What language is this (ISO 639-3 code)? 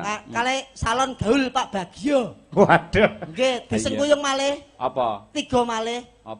jav